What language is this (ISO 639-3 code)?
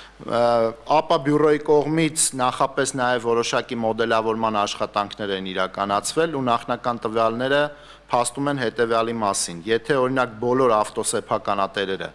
hye